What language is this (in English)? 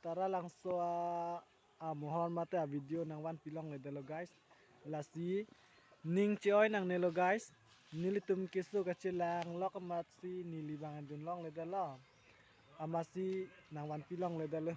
Karbi